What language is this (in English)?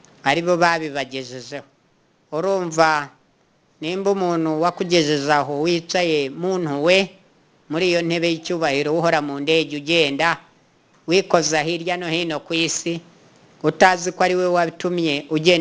Kinyarwanda